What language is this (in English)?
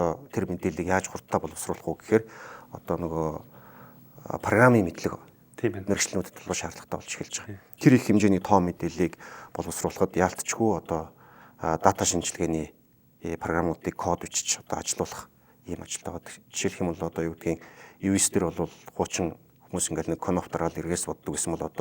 Mongolian